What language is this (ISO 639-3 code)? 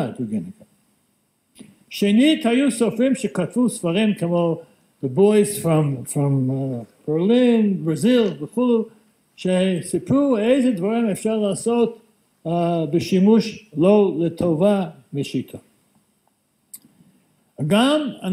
heb